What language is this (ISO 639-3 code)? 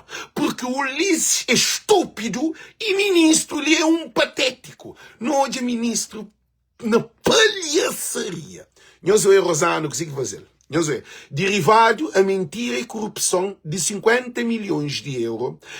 kea